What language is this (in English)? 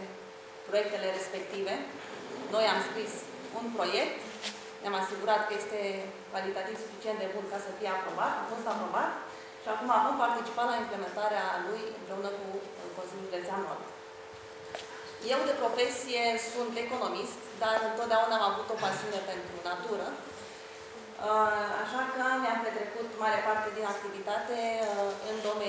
Romanian